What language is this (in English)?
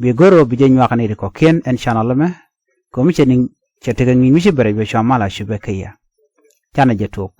Nuer